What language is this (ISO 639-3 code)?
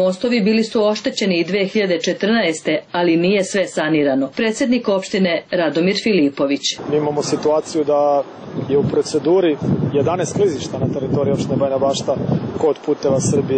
srp